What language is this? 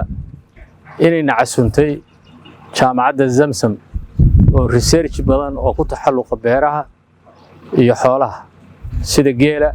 Somali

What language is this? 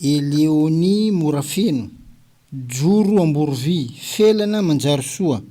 Malagasy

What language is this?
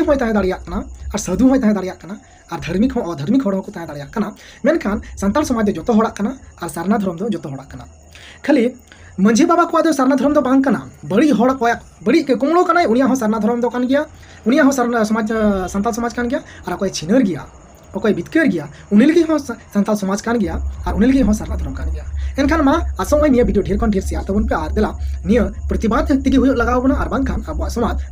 Santali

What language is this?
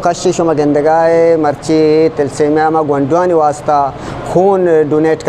Eastern Balochi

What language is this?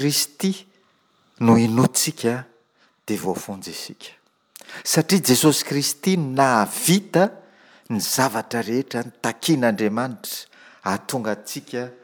Malagasy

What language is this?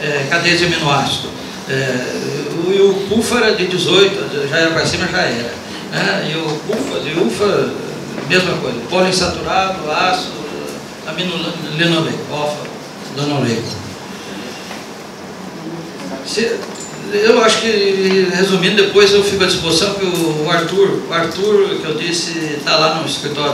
Portuguese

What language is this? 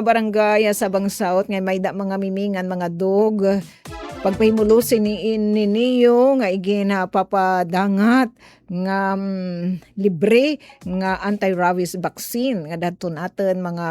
Waray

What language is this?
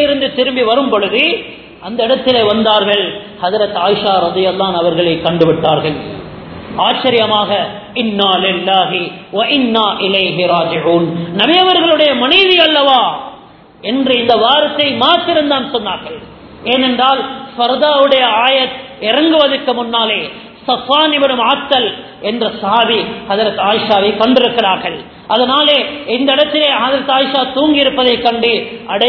Tamil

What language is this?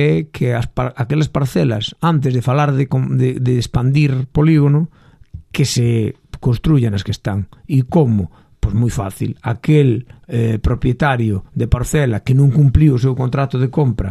Galician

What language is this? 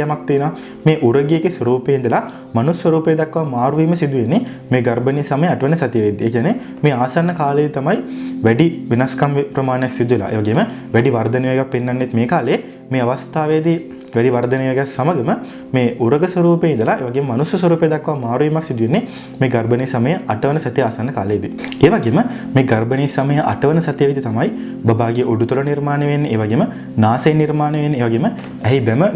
Sinhala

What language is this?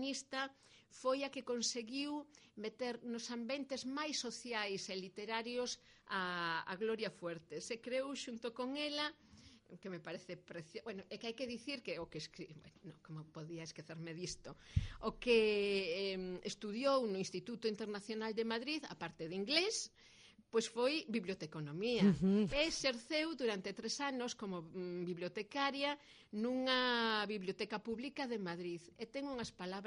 Galician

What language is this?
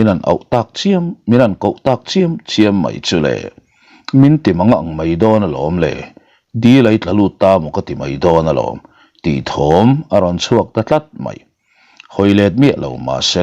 Mizo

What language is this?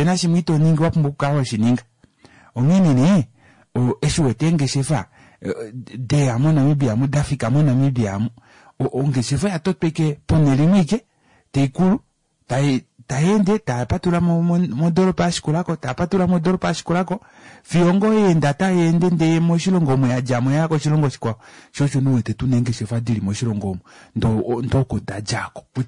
Kuanyama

